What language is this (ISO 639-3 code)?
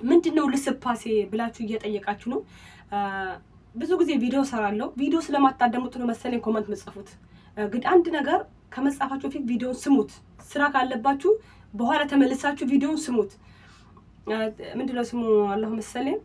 amh